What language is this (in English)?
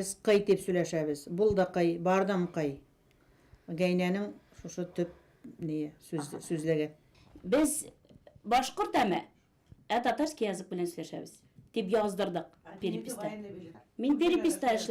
Bashkir